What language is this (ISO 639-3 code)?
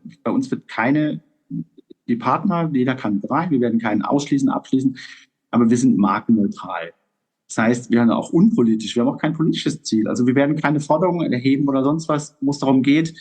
deu